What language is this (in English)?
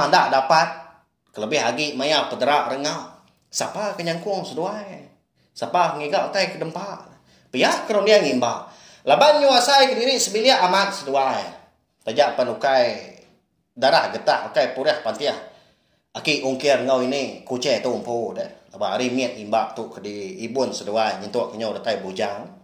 Iban